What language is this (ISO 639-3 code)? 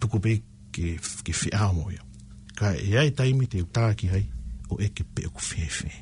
ton